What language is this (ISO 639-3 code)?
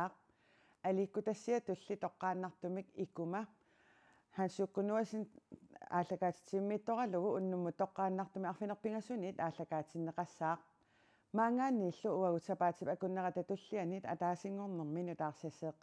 kal